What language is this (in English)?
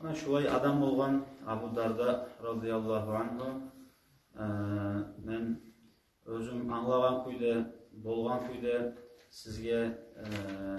Kumyk